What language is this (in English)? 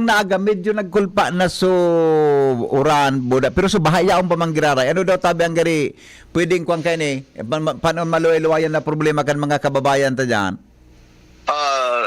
Bikol